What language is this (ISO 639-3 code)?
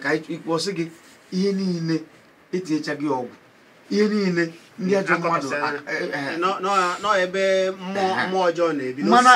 ibo